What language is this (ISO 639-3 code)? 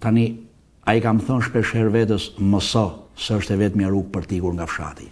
sqi